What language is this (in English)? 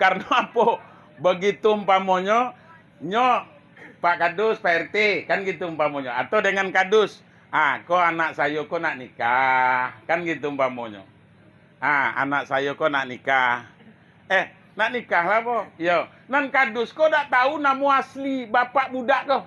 Minangkabau